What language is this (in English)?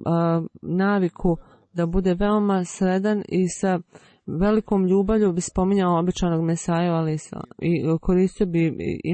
Bosnian